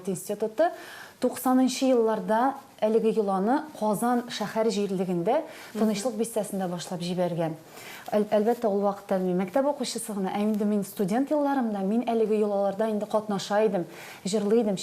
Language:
Tatar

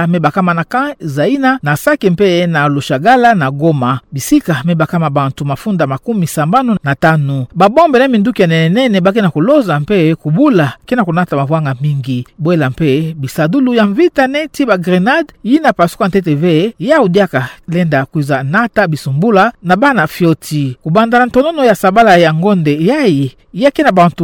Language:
Kituba (Democratic Republic of Congo)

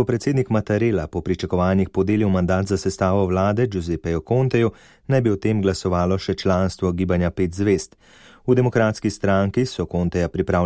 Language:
Slovenian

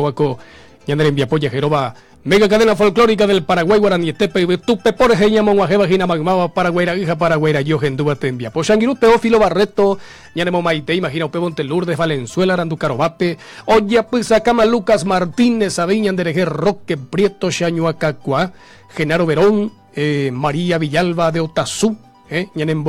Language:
Guarani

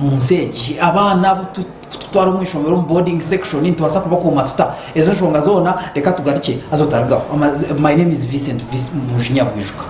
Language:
Nyankole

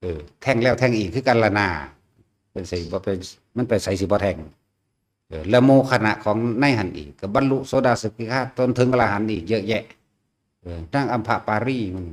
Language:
Northeastern Thai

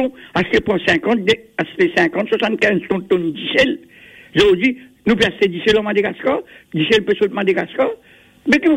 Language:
Morisyen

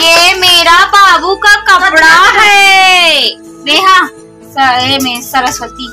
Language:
Chhattisgarhi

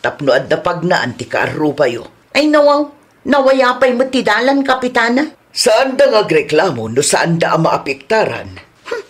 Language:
Iloko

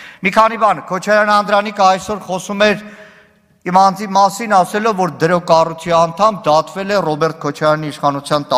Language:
Armenian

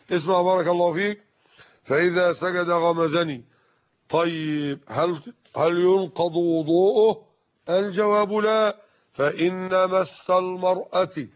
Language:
Arabic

